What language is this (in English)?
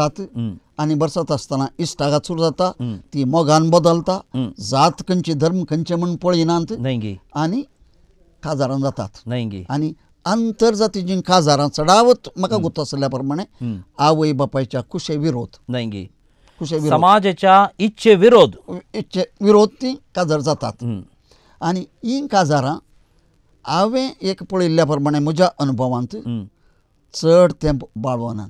Konkani